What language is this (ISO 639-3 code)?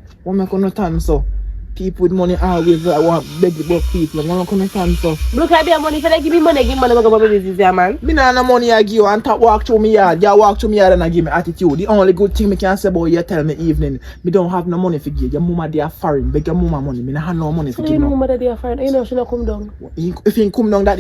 jam